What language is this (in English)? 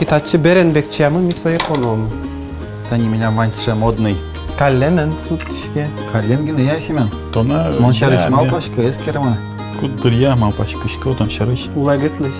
Udmurt